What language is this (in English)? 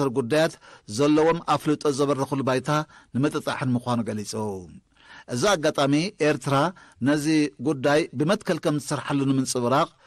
Tigrinya